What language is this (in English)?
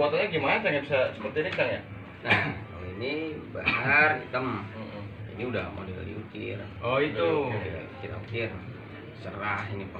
Betawi